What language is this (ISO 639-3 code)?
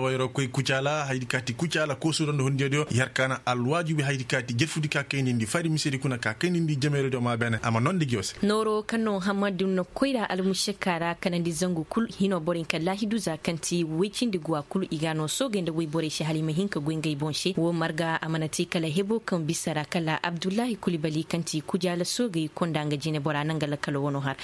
ses